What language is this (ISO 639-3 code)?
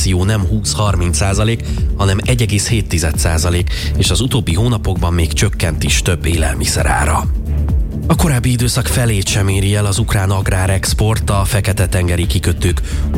hun